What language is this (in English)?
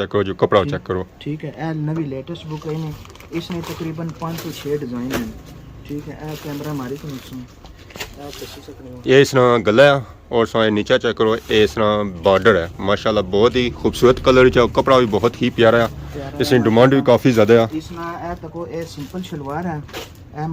Pahari-Potwari